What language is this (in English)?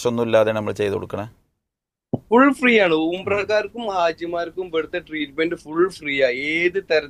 Malayalam